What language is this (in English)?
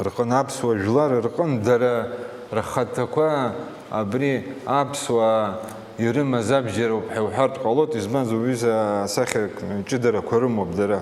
Abkhazian